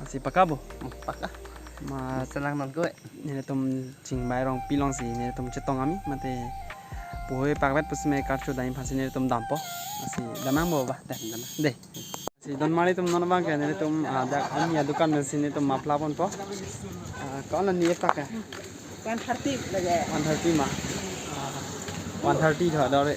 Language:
Karbi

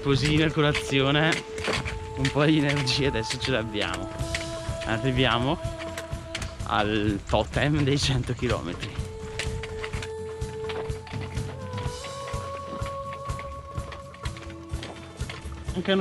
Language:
Italian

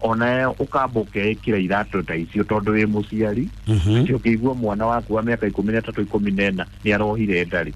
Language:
Kikuyu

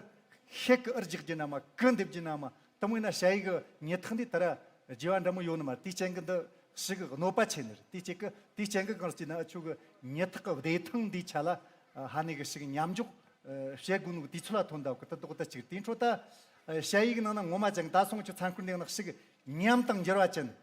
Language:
Amdo Tibetan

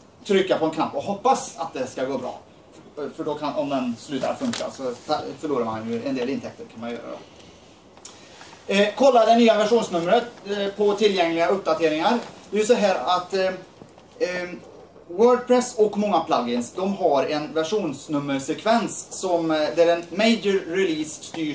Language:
Swedish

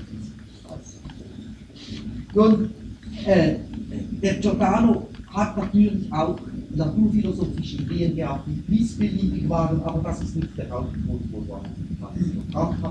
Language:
German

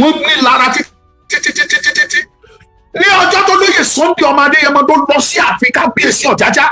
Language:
Yoruba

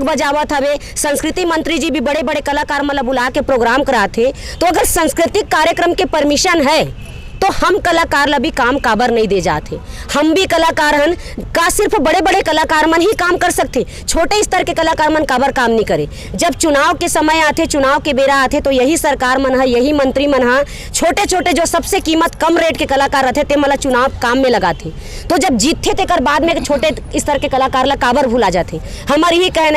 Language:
Chhattisgarhi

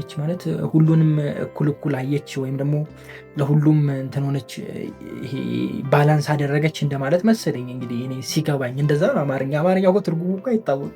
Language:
Amharic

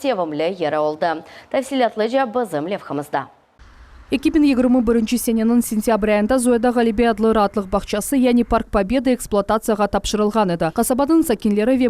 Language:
Crimean Tatar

